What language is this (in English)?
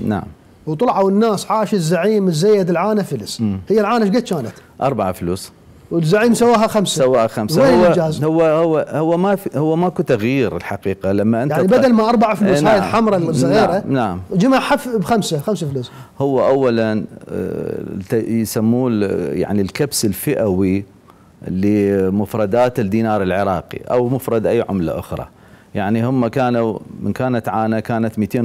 Mesopotamian Arabic